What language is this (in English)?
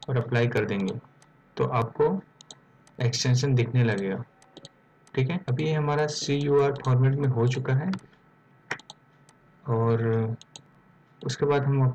Hindi